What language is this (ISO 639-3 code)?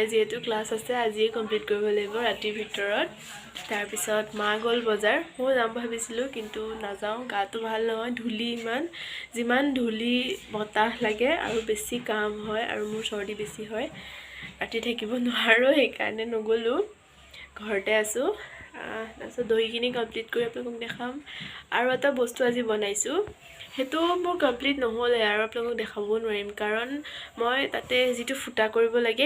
asm